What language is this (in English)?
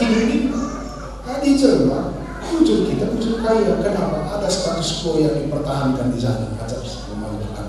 Batak Karo